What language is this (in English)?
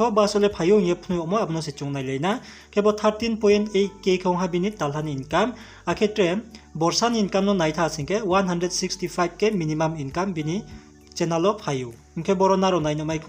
Riang (India)